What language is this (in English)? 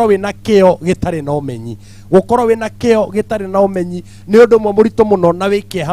Kikuyu